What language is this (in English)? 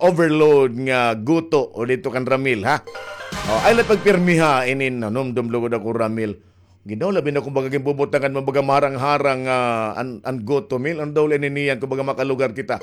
Waray